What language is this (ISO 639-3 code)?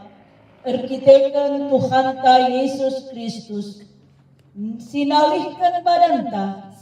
btx